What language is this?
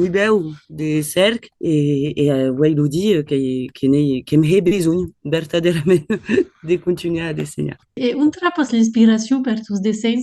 Occitan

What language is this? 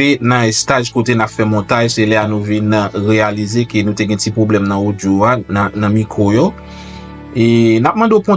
Haitian Creole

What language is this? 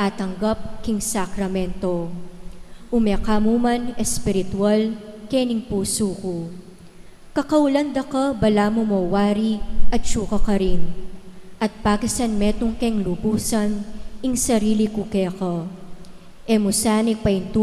Pampanga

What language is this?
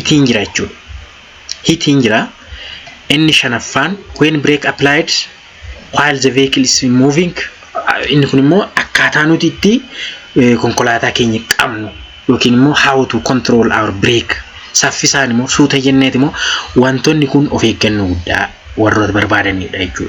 Oromo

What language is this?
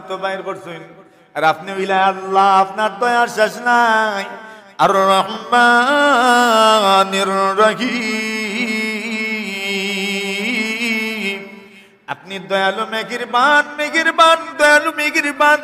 Sylheti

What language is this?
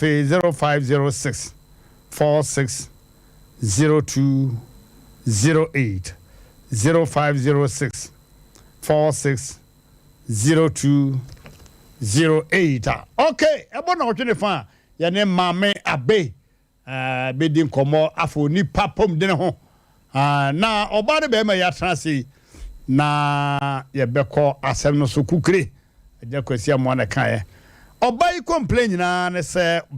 Akan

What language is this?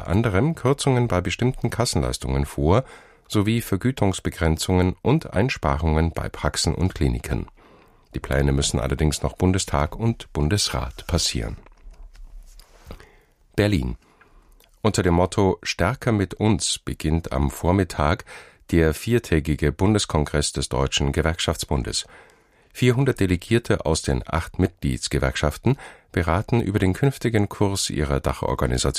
German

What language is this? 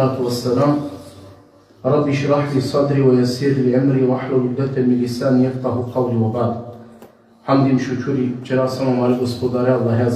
Balkan Romani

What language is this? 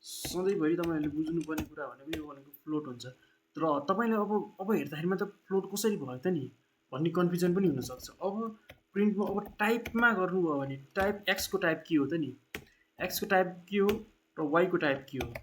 Nepali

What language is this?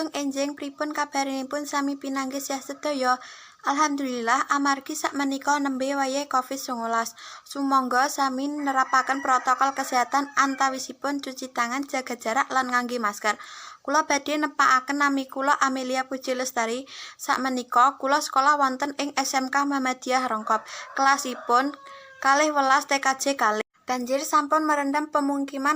Javanese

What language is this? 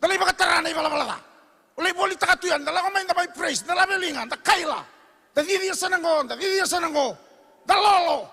Fijian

